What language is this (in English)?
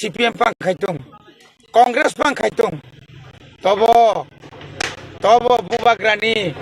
Kok Borok